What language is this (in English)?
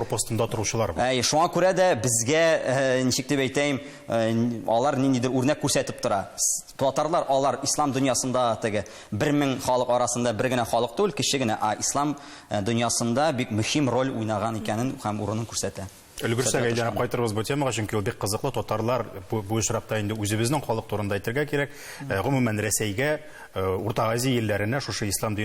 Tatar